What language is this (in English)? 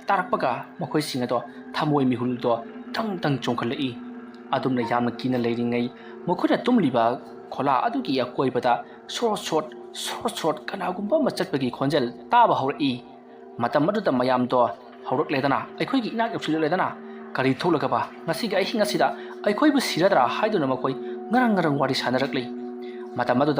Manipuri